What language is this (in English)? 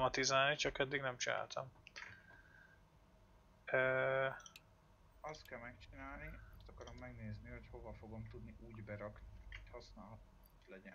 Hungarian